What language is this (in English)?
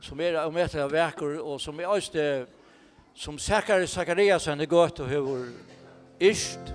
Faroese